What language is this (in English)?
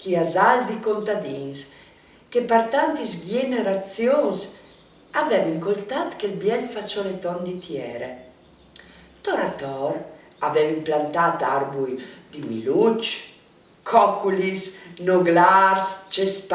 Friulian